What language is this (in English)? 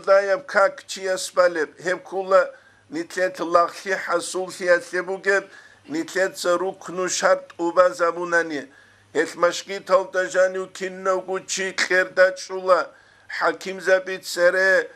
Avaric